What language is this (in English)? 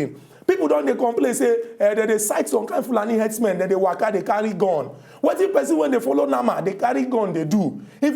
Nigerian Pidgin